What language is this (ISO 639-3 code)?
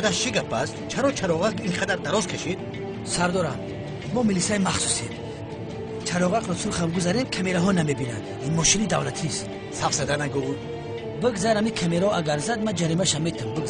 tgk